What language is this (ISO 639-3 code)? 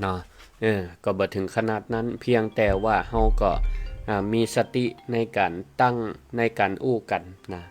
nod